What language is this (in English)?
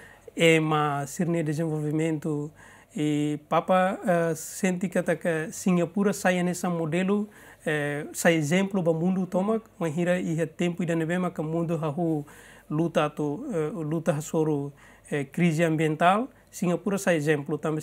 Tetum